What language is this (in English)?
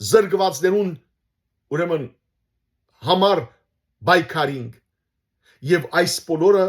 Western Armenian